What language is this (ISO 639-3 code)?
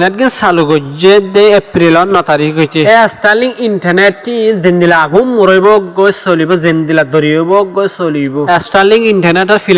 rhg